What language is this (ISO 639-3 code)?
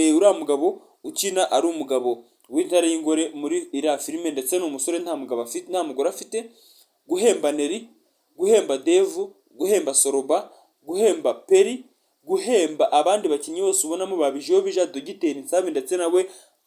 kin